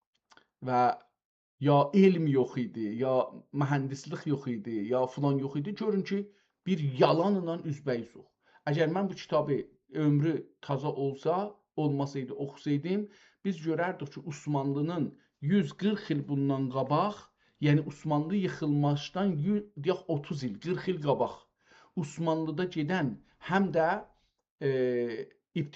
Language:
South Azerbaijani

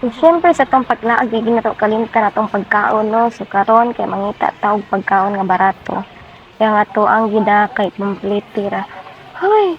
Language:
Cebuano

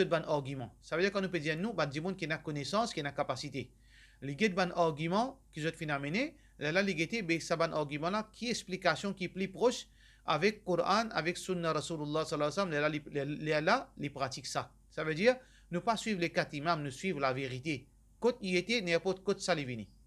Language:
Morisyen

